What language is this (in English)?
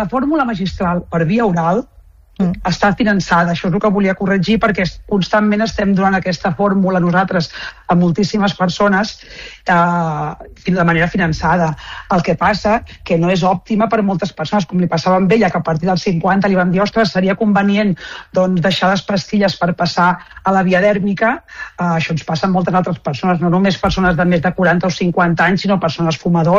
Catalan